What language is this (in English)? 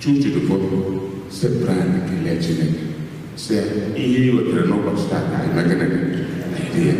Igbo